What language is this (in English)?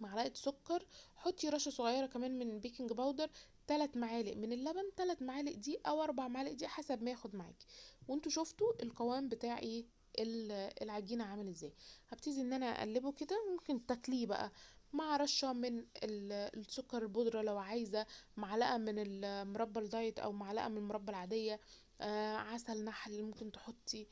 Egyptian Arabic